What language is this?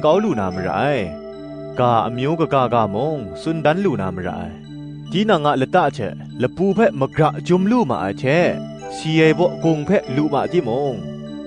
Kachin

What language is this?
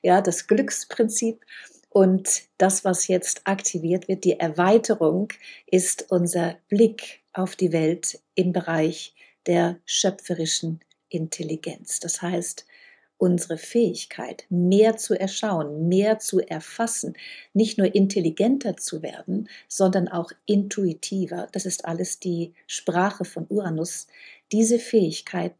German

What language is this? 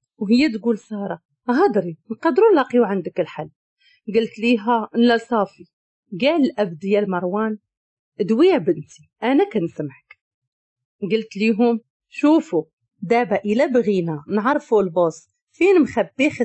Moroccan Arabic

